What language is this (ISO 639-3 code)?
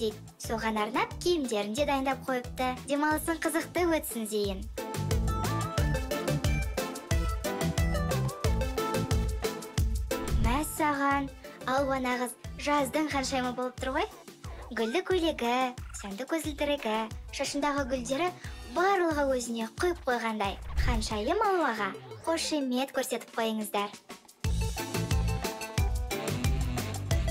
kaz